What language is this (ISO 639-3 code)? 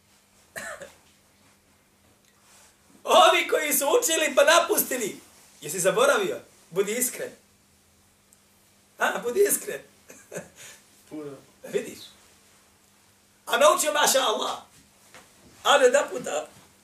bos